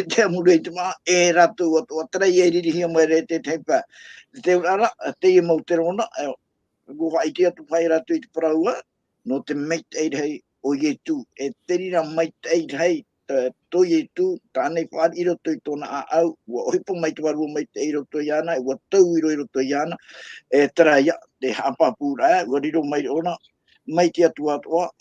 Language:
Tahitian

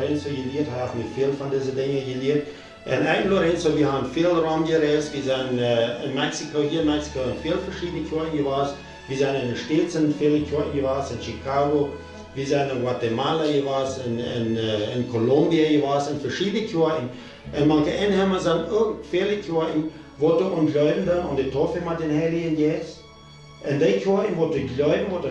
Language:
Plautdietsch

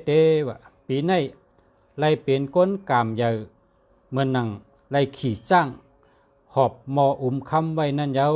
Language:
Shan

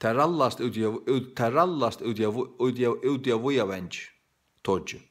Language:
Faroese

